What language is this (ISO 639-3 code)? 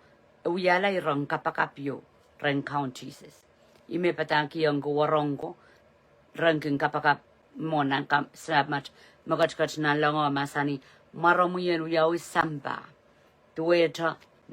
pon